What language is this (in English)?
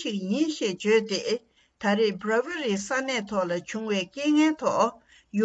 Tibetan